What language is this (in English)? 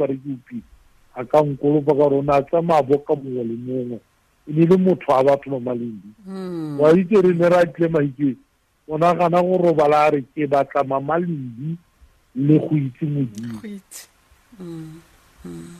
Tswana